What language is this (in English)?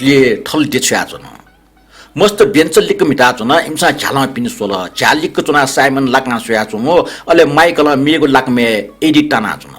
Newari